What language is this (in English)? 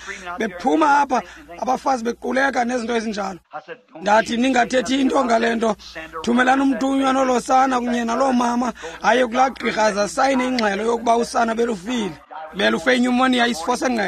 Xhosa